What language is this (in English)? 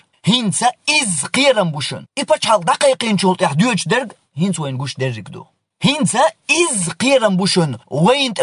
Chechen